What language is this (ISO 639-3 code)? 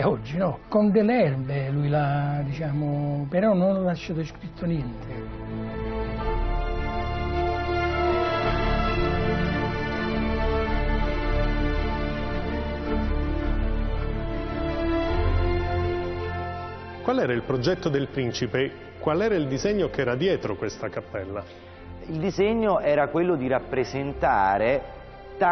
ita